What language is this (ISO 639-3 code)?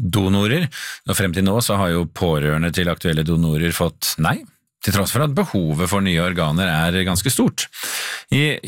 nor